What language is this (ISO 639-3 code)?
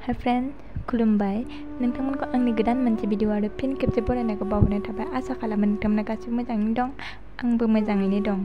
brx